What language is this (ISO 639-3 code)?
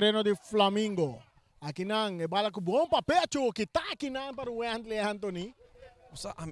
pap